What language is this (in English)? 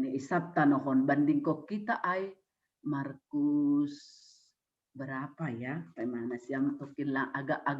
Batak Simalungun